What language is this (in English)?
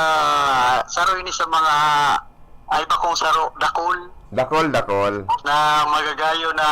Bikol